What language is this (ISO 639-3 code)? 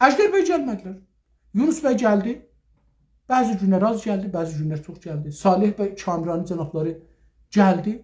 azb